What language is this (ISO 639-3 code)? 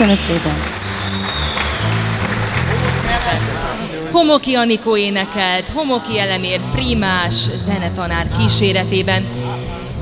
hun